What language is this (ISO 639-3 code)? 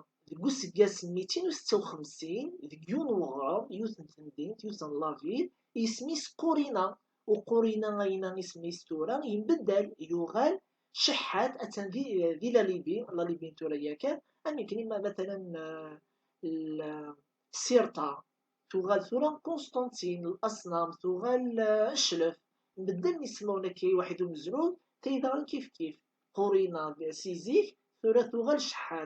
kab